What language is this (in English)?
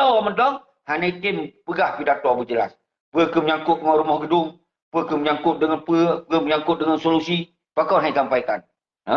Achinese